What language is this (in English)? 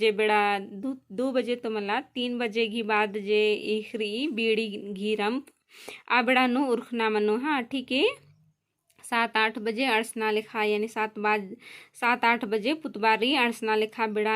Kurukh